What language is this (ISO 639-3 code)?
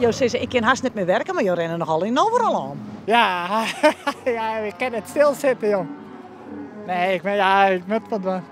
fry